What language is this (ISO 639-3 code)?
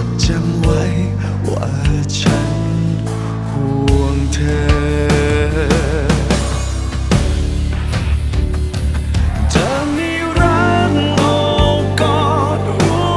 tha